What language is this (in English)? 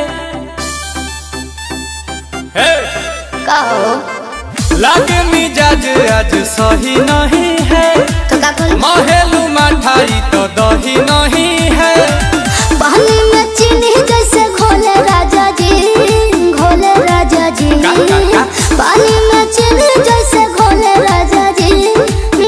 Bhojpuri